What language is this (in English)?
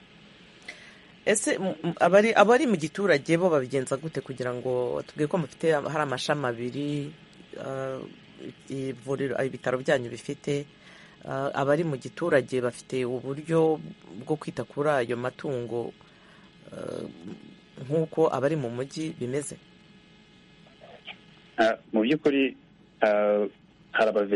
Kinyarwanda